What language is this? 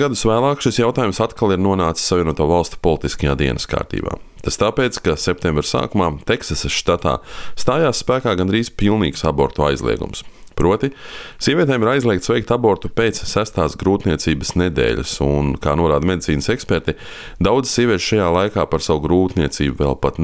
Latvian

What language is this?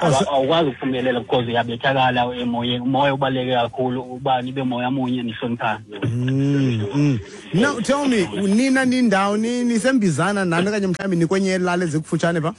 Xhosa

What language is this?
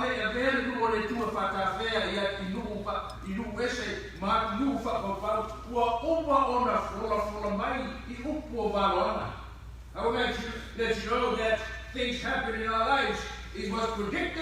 Samoan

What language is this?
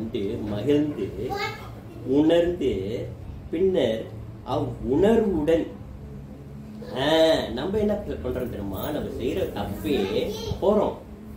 Tamil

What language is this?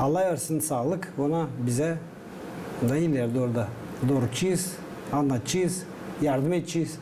Gagauz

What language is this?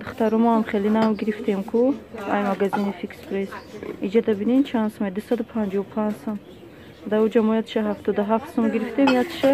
Tajik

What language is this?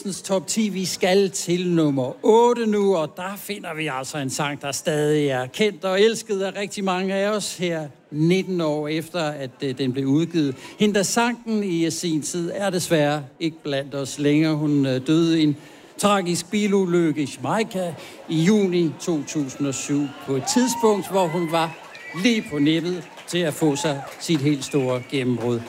Danish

